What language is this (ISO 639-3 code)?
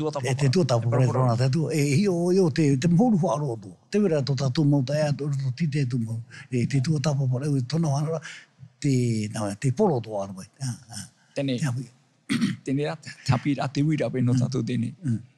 tah